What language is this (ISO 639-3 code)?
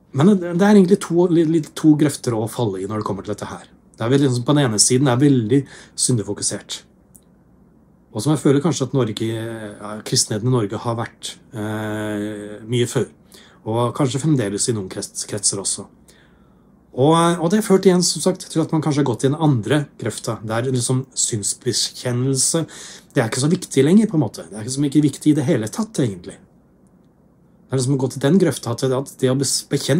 nor